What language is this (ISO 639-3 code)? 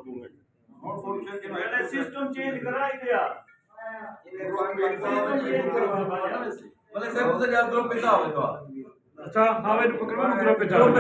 skr